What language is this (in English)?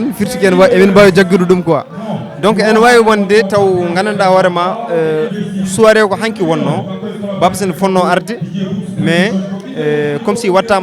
Fula